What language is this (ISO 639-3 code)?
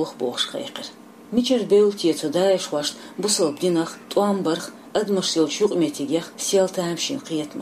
che